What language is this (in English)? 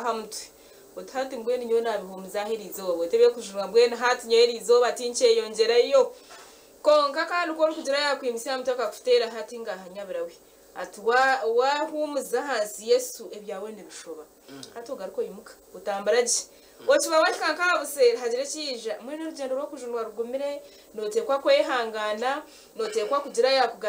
Nyankole